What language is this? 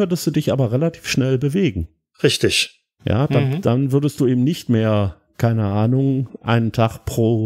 German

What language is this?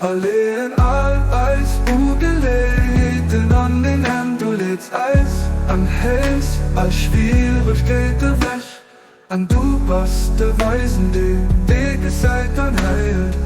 Luxembourgish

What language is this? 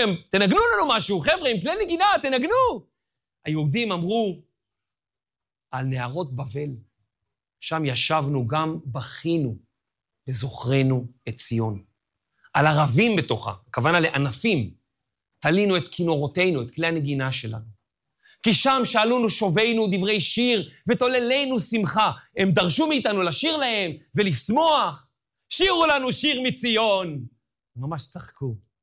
Hebrew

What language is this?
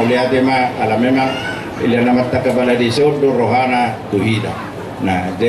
Batak Toba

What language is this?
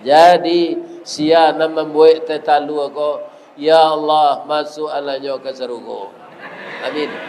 Minangkabau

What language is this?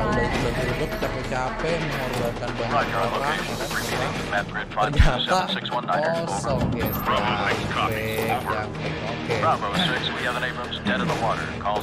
Indonesian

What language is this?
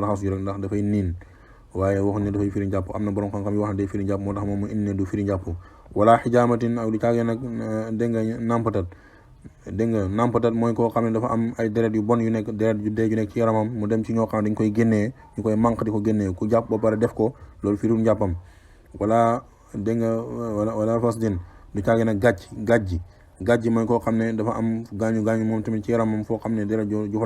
Wolof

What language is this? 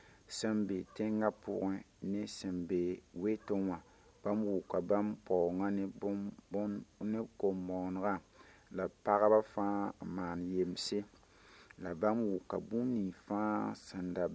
Mossi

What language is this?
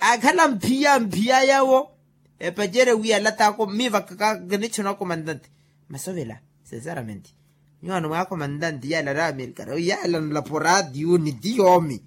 Makhuwa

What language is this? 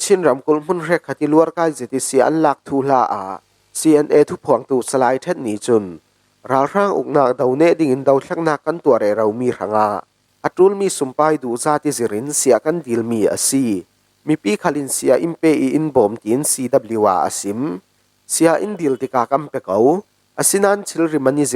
Falam Chin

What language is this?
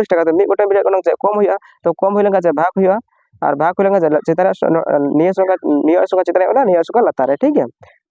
Santali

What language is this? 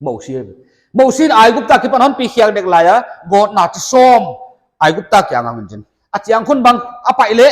Paite Chin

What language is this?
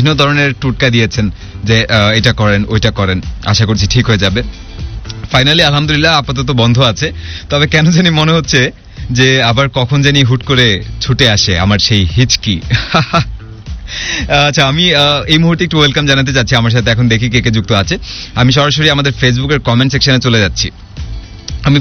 Bangla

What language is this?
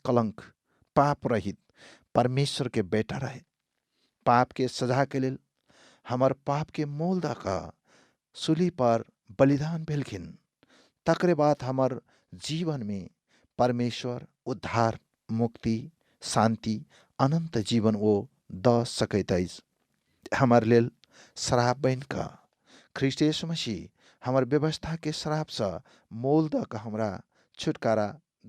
Maithili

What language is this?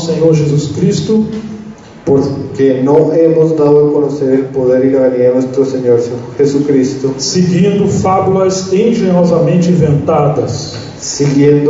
Spanish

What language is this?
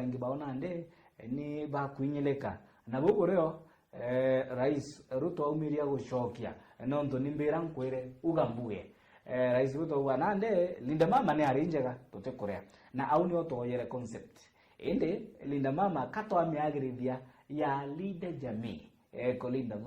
Meru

